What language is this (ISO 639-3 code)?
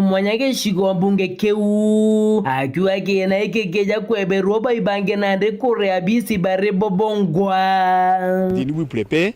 mer